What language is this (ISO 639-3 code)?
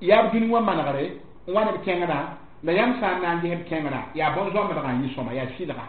mos